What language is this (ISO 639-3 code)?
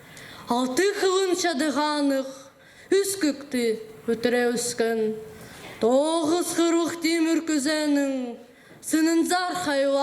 kjh